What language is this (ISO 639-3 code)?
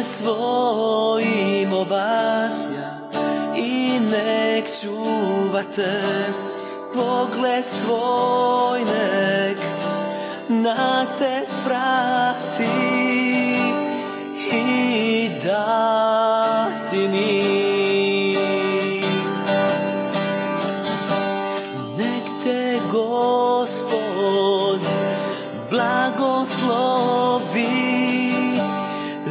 hrv